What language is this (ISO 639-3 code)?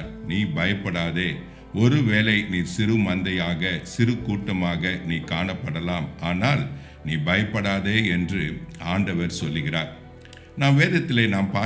tam